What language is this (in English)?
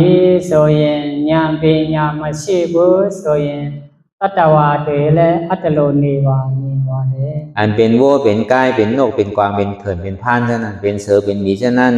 Shan